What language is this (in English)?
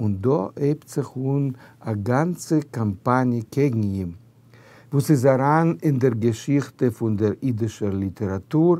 Yiddish